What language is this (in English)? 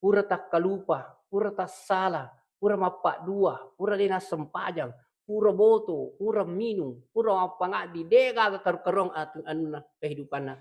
Buginese